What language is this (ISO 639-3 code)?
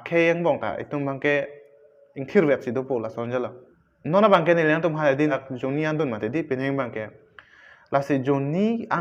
mjw